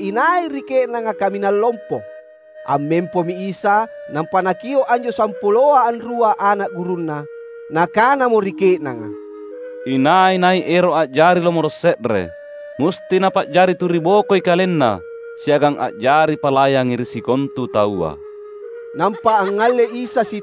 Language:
Makasar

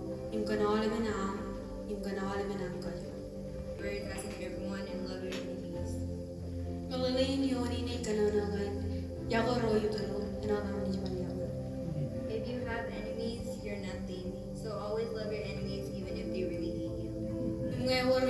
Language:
Marshallese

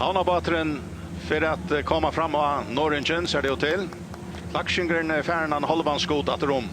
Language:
Faroese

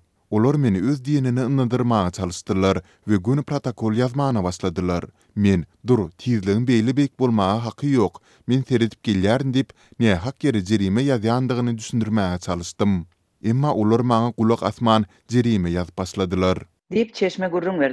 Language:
Turkmen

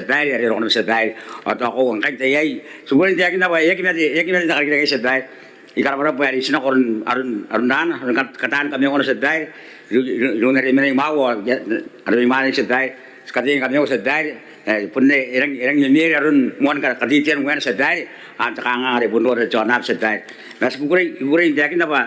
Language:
Gilbertese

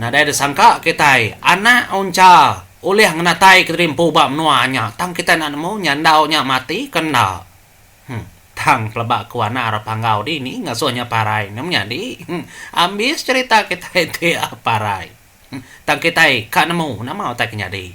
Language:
Iban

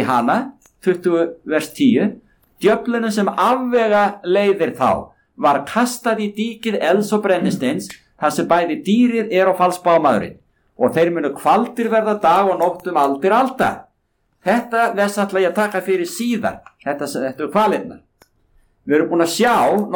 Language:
Icelandic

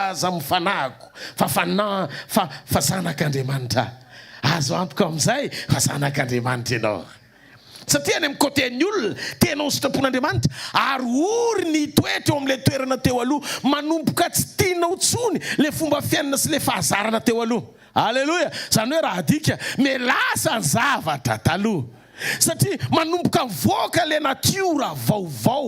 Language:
Malagasy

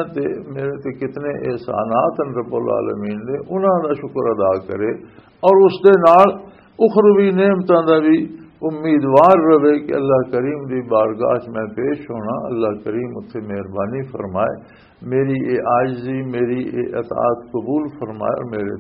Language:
Western Panjabi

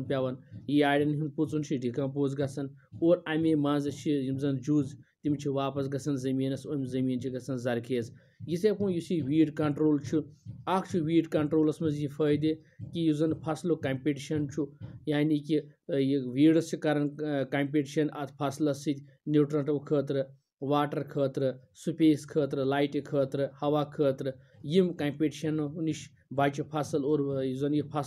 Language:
Kashmiri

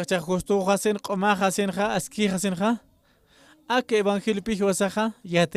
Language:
Aymara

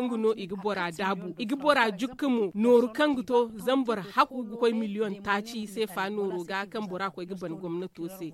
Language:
Zarma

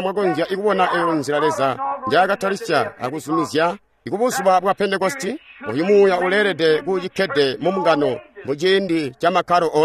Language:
Tonga (Zambia)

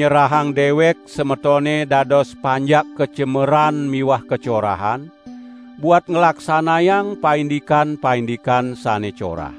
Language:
Balinese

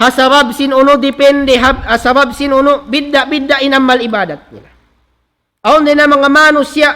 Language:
Tausug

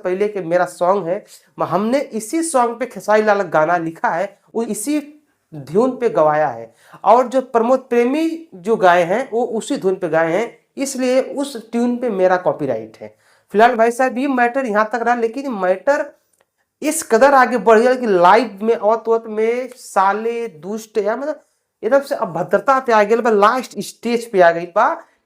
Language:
Bhojpuri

